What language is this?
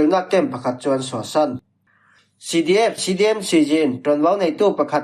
Falam Chin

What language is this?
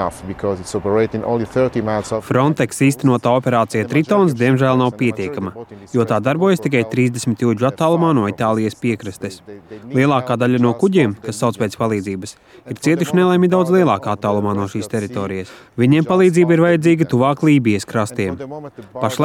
Latvian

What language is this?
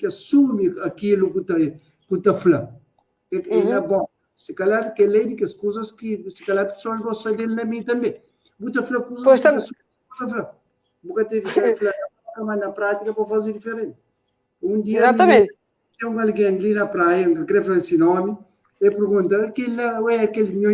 Kabuverdianu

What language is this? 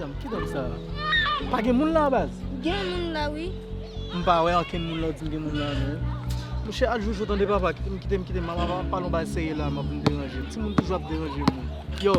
Haitian Creole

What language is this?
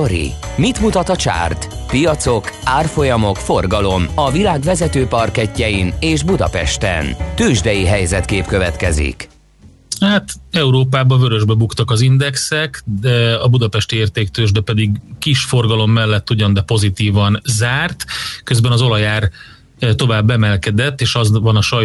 Hungarian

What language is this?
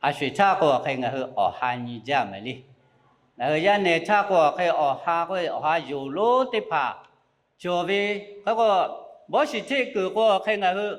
Lahu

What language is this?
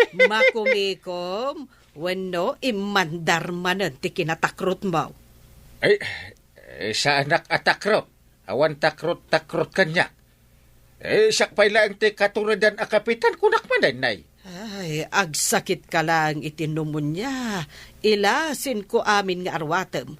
Iloko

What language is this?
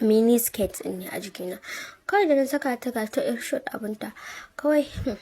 Hausa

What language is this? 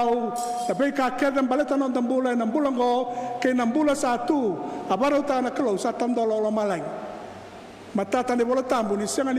Fijian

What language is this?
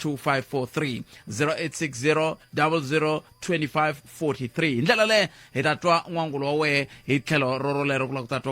Tsonga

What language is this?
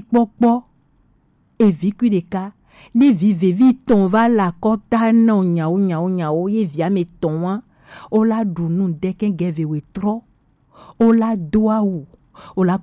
Gen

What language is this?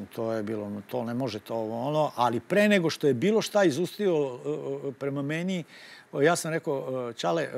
Serbian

